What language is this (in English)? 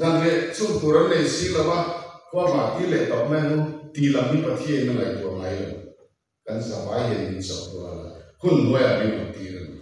Mizo